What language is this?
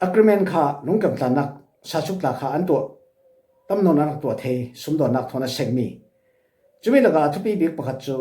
Falam Chin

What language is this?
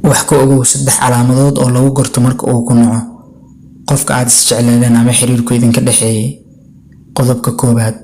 Somali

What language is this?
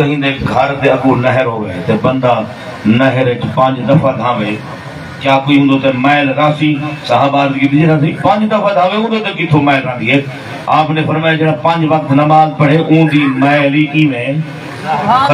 Saraiki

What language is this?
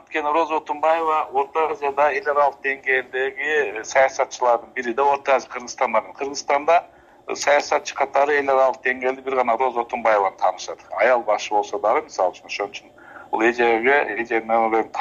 Kyrgyz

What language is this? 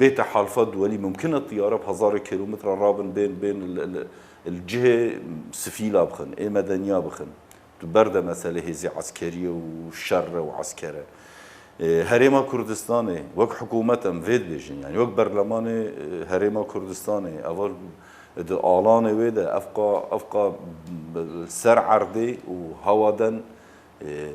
Kurdish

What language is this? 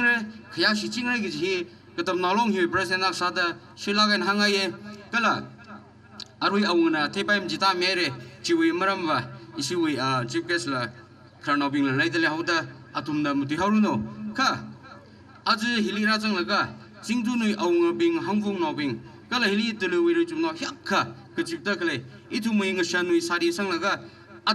Tangkhul Naga (India)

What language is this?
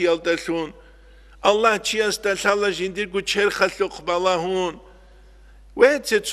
Avaric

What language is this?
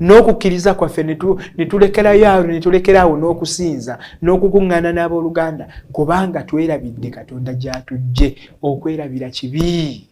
Ganda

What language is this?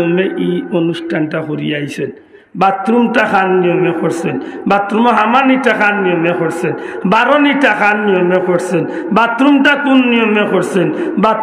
Sylheti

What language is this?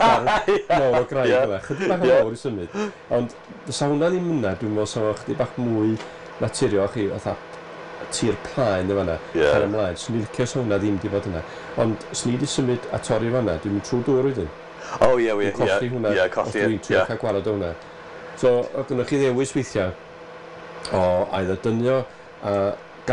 Welsh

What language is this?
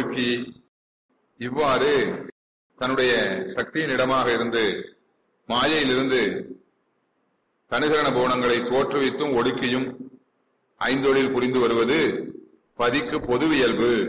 Tamil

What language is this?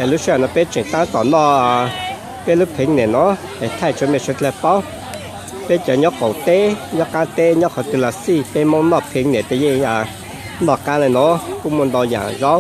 Hmong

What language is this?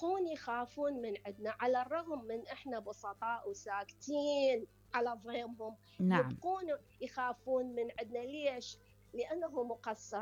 Mesopotamian Arabic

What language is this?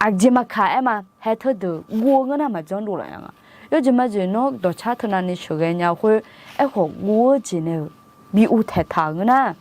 Akha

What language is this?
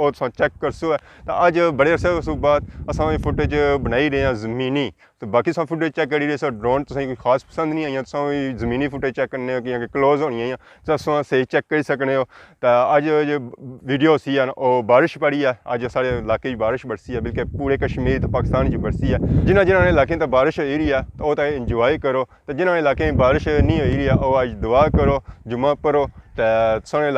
Pahari-Potwari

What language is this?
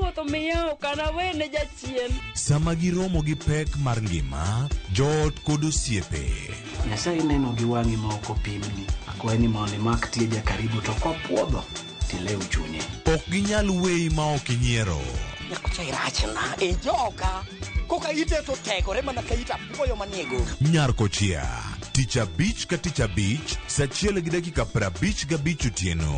Luo (Kenya and Tanzania)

